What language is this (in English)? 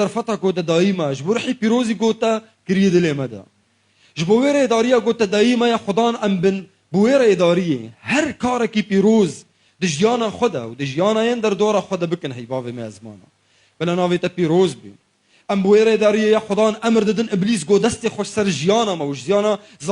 Kurdish